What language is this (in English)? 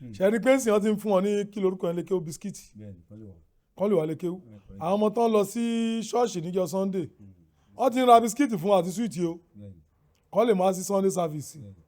Yoruba